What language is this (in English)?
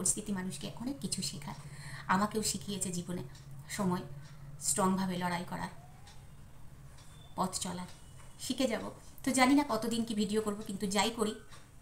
Bangla